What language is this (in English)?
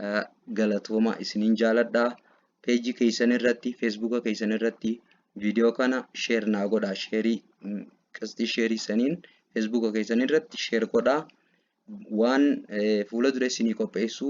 Oromo